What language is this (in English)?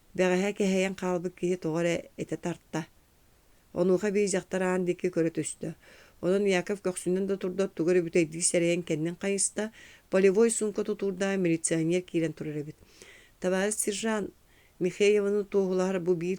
Yakut